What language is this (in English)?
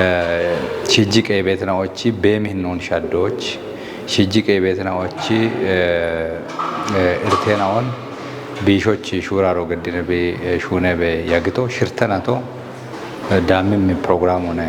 Kafa